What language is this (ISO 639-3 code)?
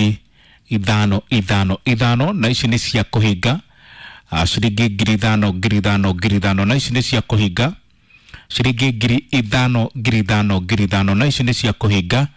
kik